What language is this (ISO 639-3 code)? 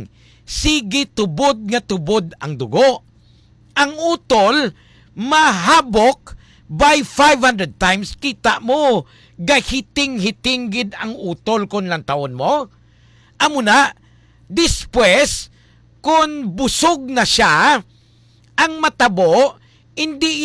hil